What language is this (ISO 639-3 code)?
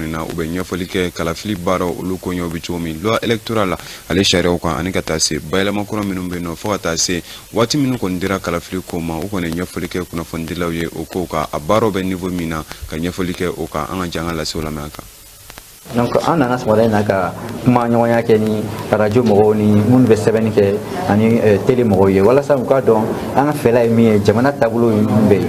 bam